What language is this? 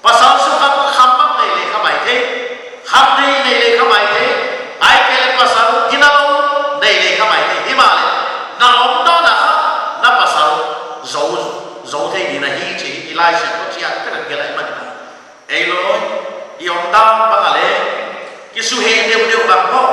Paite Chin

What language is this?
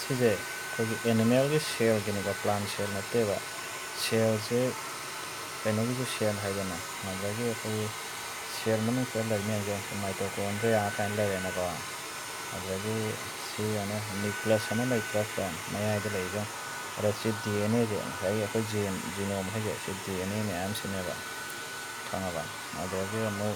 Manipuri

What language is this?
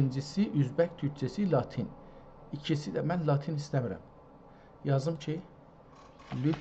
South Azerbaijani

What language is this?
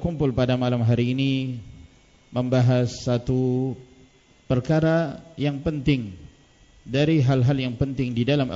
Indonesian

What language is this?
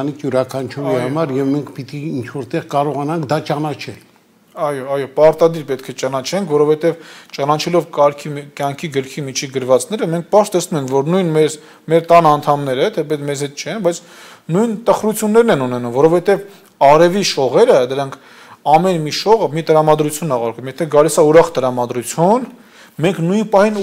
Armenian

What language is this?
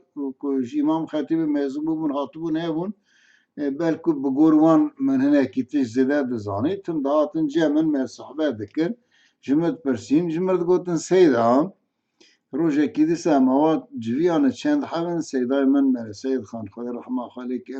Kurdish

